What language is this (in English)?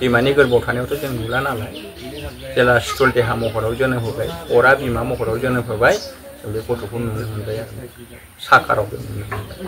Bodo